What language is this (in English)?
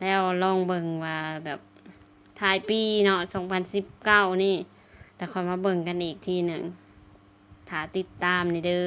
Lao